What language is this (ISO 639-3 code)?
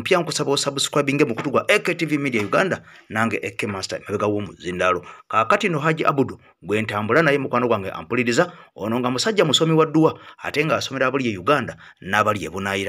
lug